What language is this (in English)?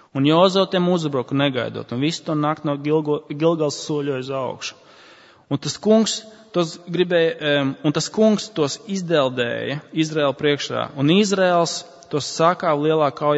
Latvian